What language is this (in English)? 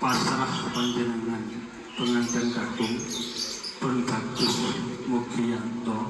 Javanese